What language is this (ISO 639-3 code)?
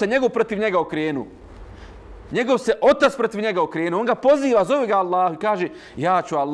bos